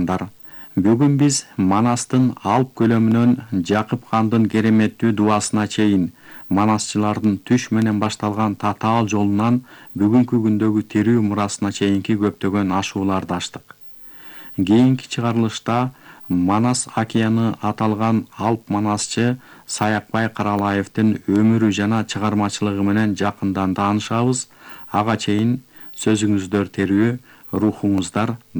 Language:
Kyrgyz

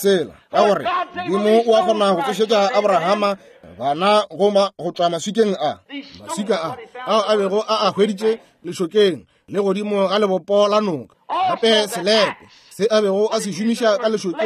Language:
Northern Sotho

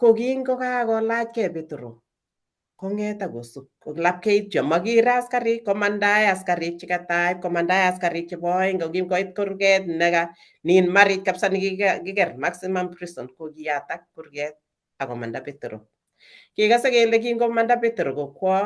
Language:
Kalenjin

